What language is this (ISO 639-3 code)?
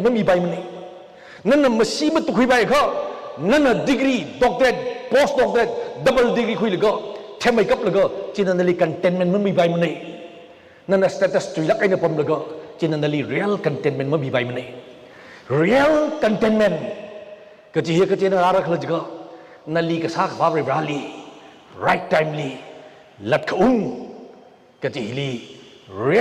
nmf